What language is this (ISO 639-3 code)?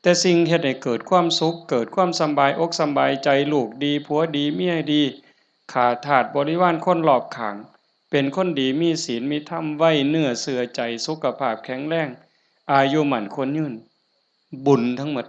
tts